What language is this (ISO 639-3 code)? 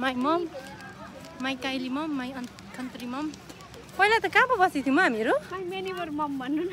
nep